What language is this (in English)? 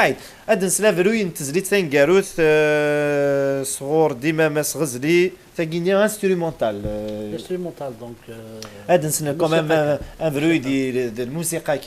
Kabyle